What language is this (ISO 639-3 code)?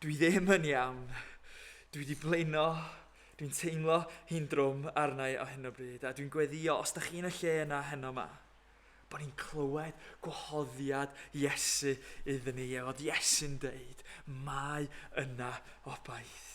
cym